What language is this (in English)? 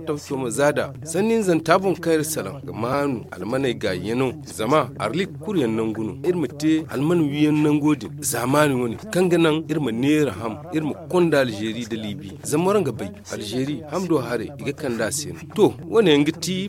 Zarma